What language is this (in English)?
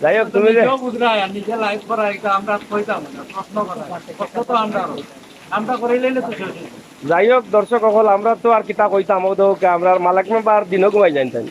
Sylheti